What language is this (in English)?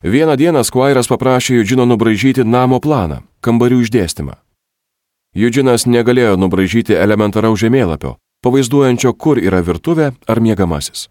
Lithuanian